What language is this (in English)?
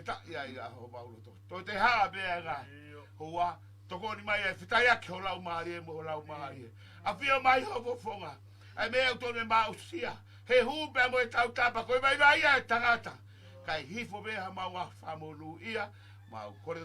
Tongan